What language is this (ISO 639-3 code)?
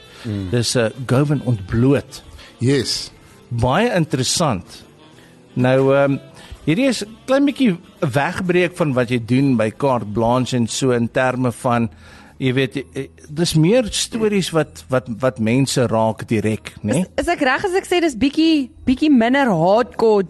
afr